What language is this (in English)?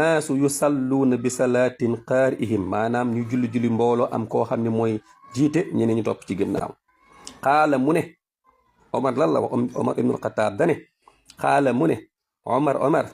Wolof